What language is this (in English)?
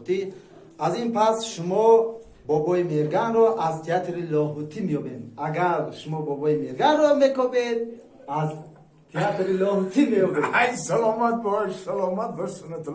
Tajik